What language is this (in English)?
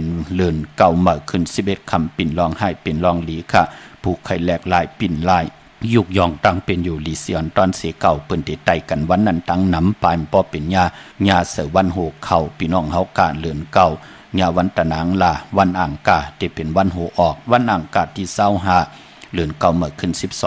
Shan